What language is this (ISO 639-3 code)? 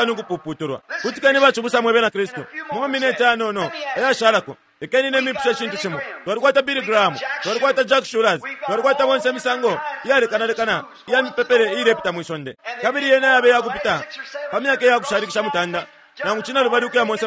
bem